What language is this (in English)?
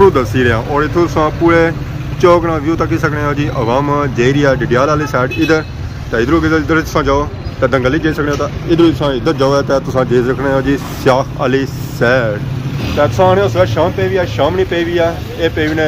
Pahari-Potwari